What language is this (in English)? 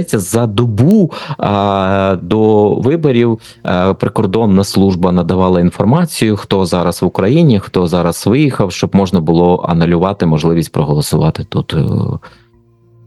Ukrainian